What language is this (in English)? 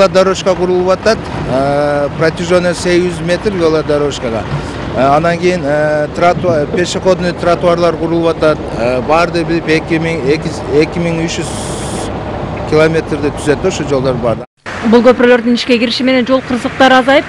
Kyrgyz